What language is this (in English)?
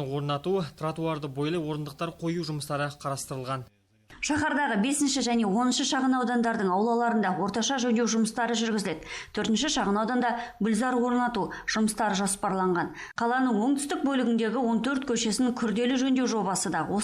Kazakh